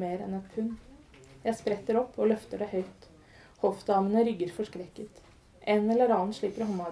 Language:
Norwegian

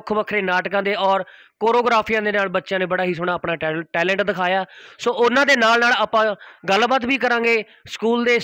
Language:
Punjabi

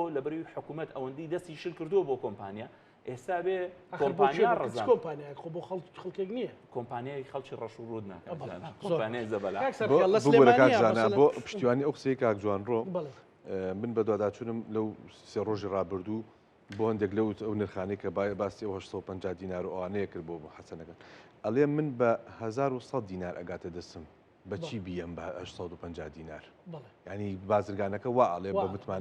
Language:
Central Kurdish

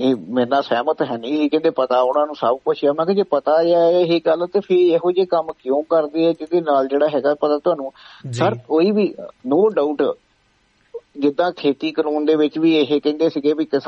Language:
Punjabi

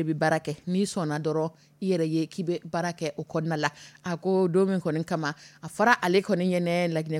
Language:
Dyula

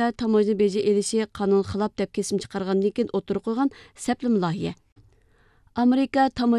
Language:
Uyghur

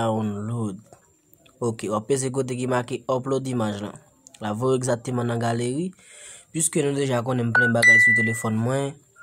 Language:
Haitian Creole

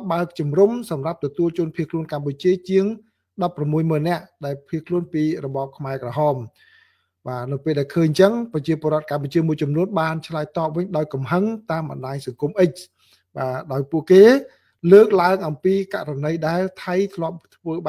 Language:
Khmer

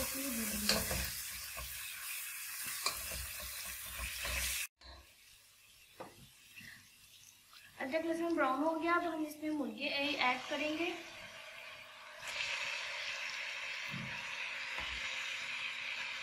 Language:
Hindi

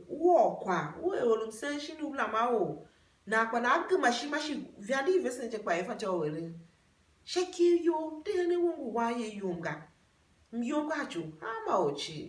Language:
Tiv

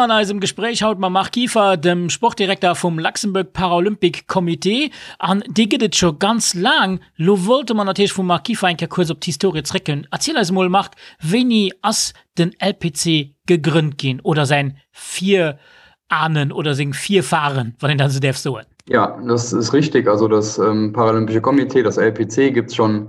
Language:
Luxembourgish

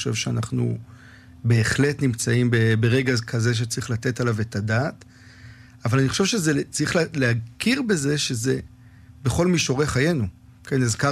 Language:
Hebrew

